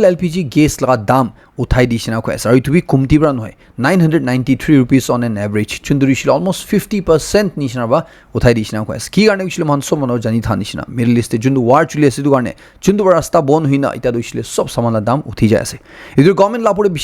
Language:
Naga Pidgin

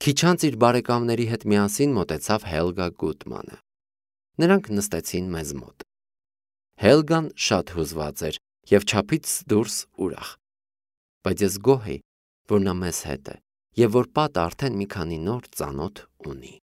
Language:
Armenian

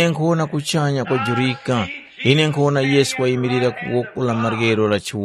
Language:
Tumbuka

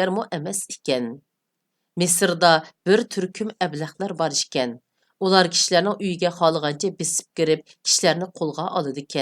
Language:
Uyghur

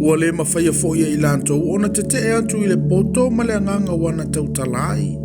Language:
Samoan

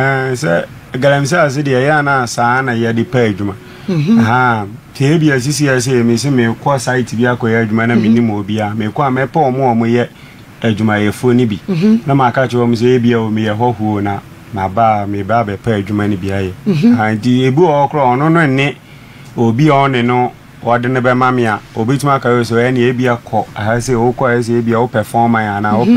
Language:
Akan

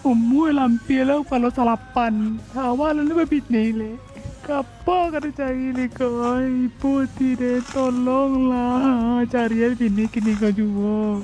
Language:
Minangkabau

